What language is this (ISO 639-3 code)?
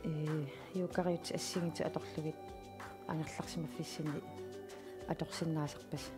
kal